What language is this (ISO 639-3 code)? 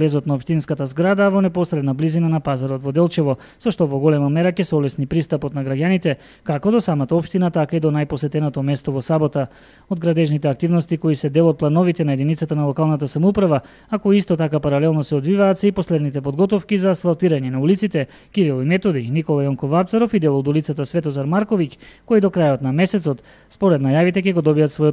mkd